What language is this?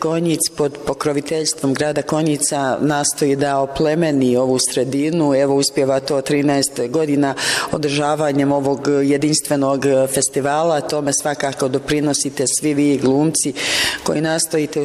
Bosnian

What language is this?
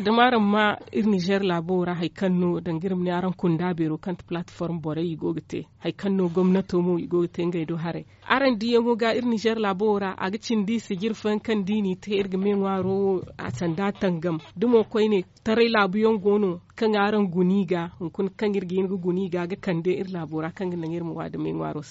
Zarma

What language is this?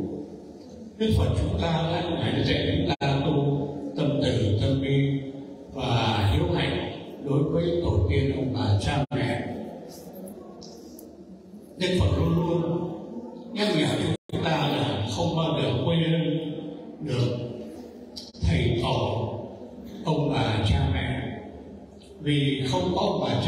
Vietnamese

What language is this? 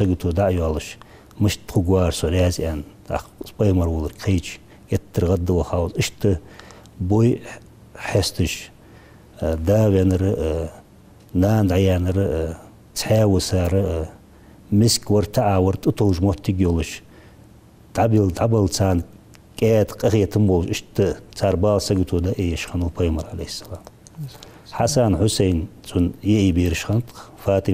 Ingush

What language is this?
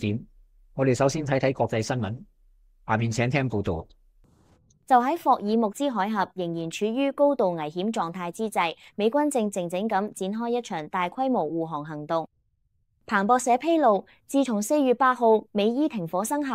Cantonese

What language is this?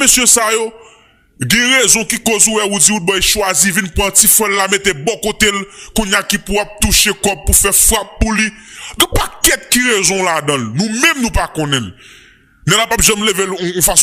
Haitian Creole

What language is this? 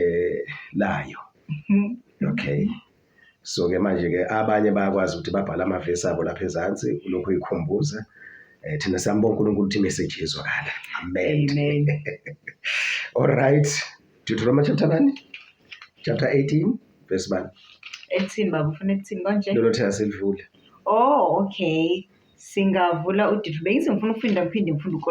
Zulu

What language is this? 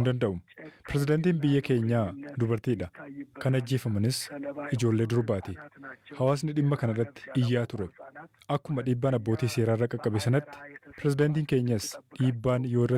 Oromo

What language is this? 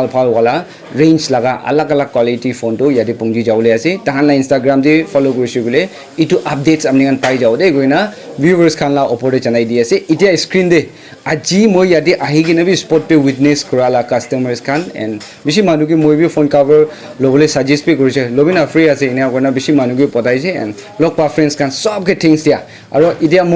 Naga Pidgin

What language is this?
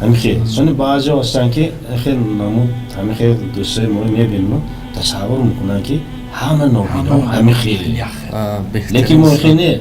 Tajik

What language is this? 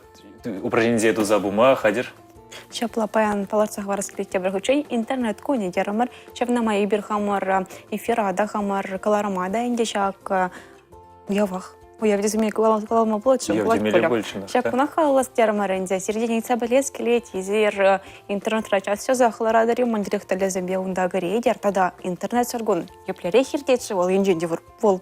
Chuvash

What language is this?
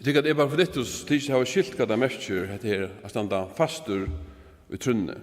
Faroese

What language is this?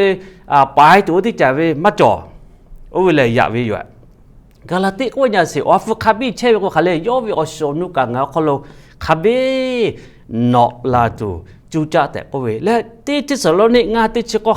Lahu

